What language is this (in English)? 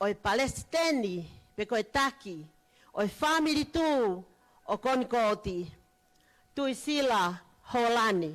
Tongan